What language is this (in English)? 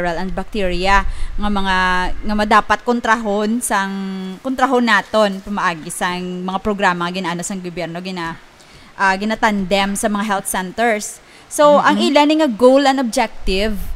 Hiligaynon